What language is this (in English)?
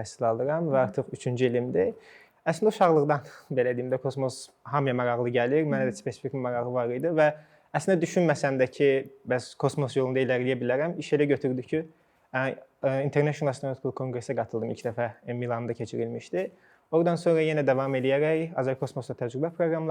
Azerbaijani